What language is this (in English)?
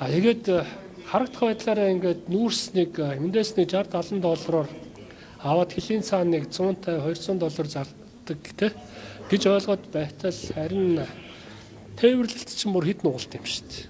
Mongolian